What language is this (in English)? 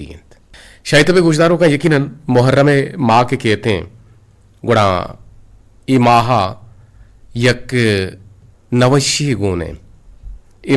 Eastern Balochi